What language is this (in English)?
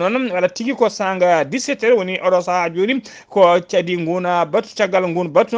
Fula